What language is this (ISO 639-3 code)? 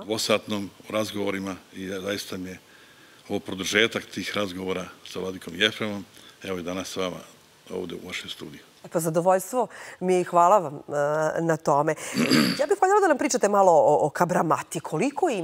srp